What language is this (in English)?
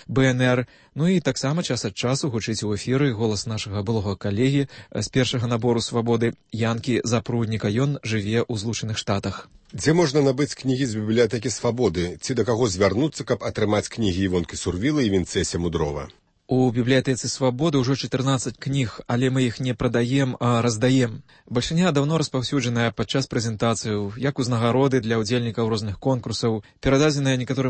Belarusian